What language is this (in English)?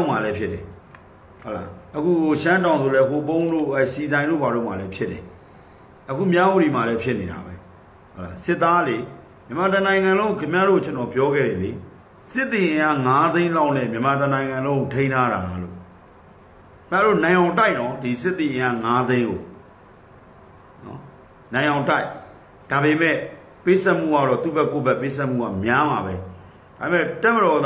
Burmese